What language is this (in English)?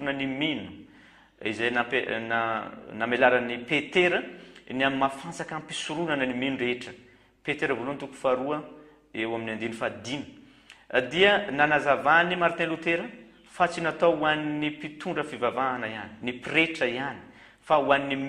Malagasy